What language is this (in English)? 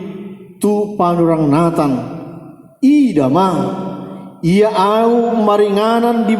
Batak Toba